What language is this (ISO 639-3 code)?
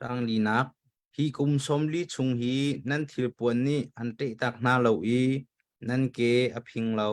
cnh